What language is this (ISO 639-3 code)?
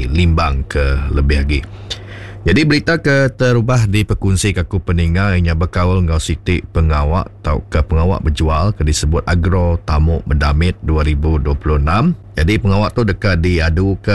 iba